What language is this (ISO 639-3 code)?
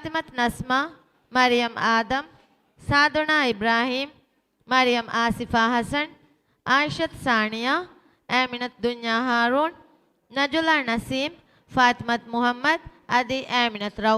div